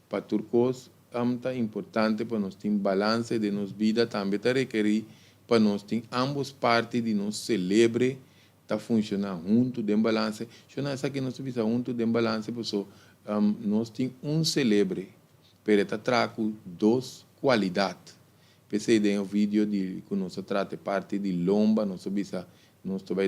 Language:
Papiamento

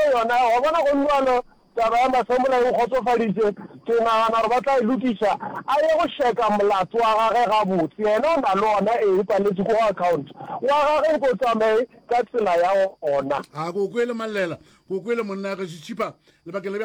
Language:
Northern Sotho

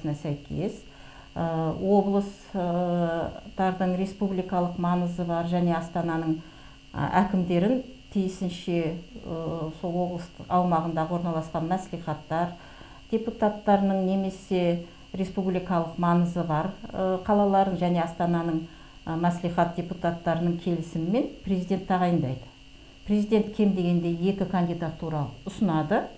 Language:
Kazakh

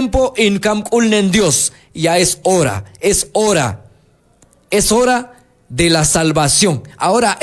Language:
Q'anjob'al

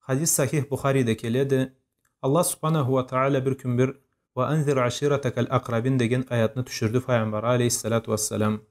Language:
Karachay-Balkar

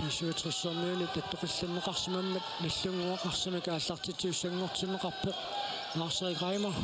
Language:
Kalaallisut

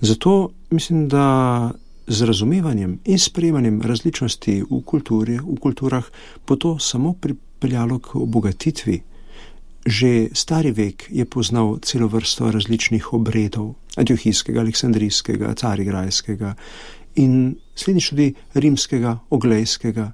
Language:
Slovenian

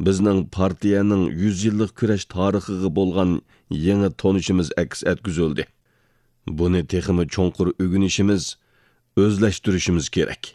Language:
Uyghur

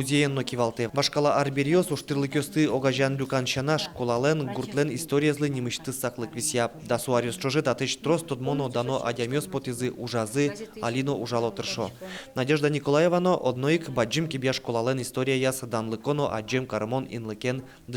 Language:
Udmurt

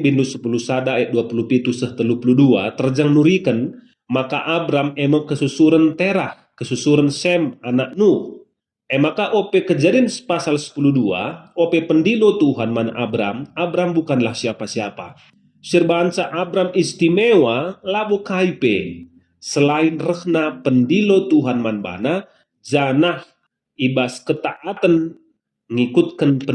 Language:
Batak Karo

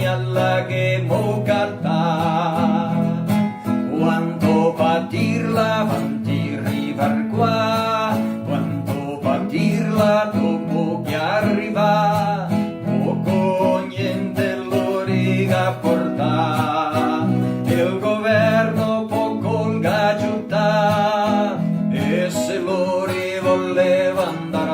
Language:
Venetian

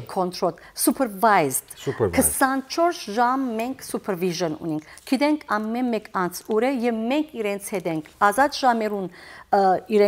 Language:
Western Armenian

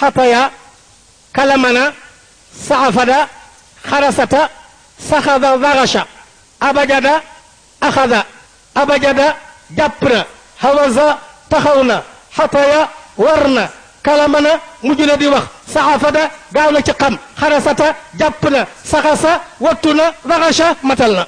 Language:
Wolof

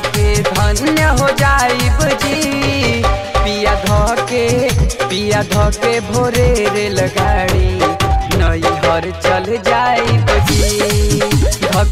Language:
Bhojpuri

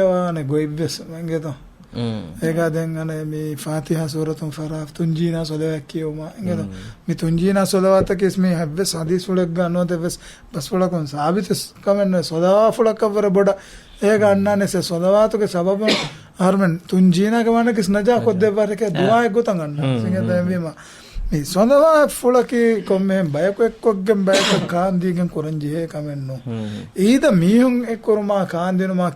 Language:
Divehi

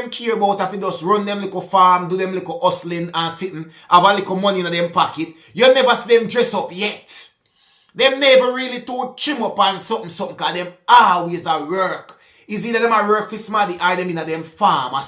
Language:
Jamaican Creole English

